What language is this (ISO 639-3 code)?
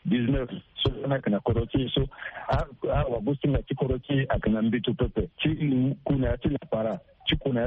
sag